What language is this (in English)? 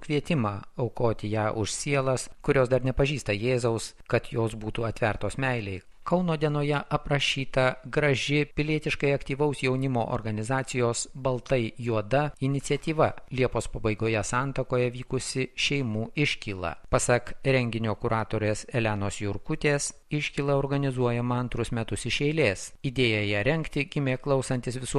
Lithuanian